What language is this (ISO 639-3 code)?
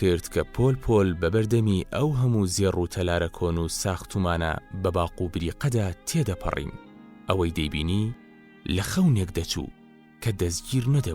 ckb